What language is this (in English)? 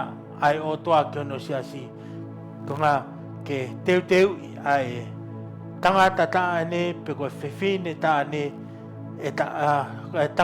Tongan